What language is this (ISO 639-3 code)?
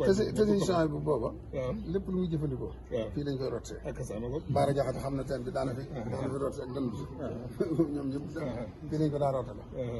wol